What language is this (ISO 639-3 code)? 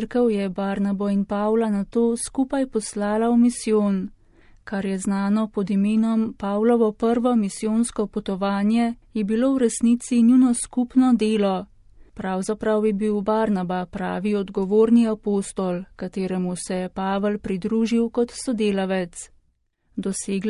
slv